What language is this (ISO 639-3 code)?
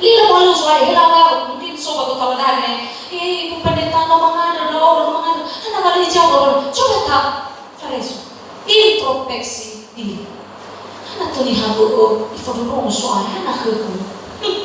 nia